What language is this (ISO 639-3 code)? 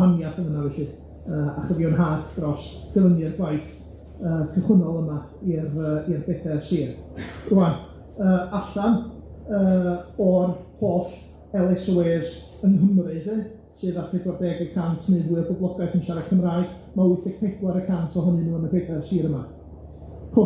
cym